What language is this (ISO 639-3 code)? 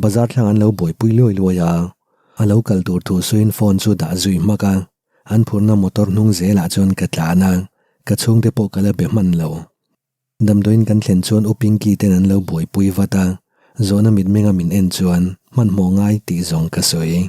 lus